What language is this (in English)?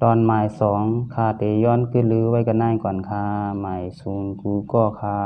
Shan